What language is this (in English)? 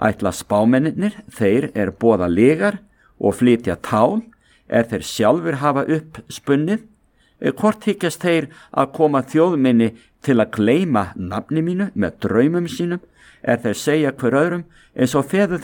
Icelandic